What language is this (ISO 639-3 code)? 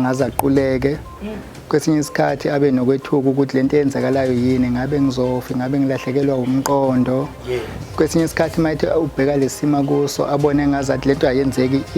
zul